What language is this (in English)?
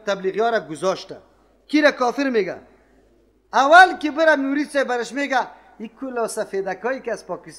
Persian